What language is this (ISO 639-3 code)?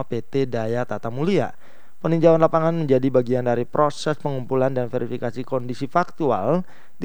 ind